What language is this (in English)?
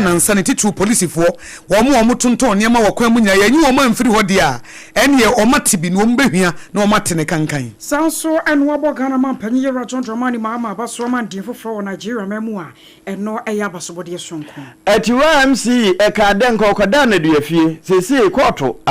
Akan